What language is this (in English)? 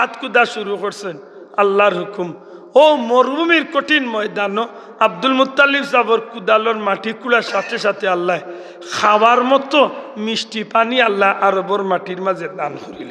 Sylheti